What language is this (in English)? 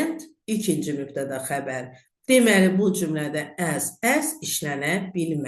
Azerbaijani